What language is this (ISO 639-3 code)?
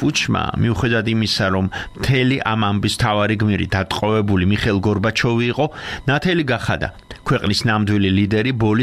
kat